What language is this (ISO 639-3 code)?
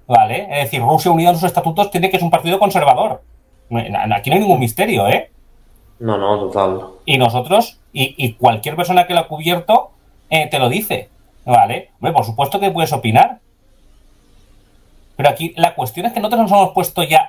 spa